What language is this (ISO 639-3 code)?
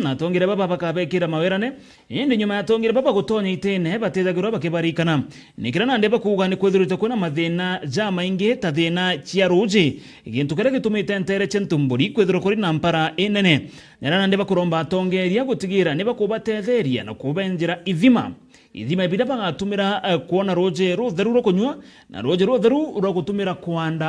mer